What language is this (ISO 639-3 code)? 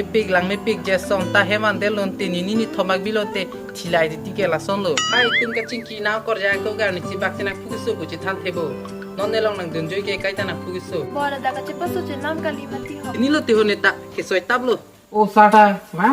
mjw